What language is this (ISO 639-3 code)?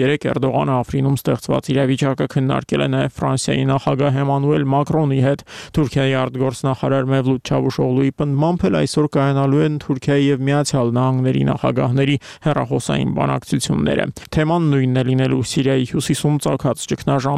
hye